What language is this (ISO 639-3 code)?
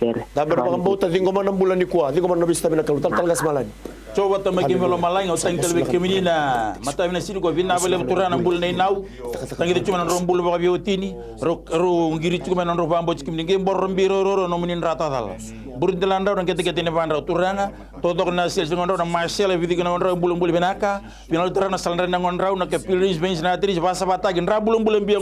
fij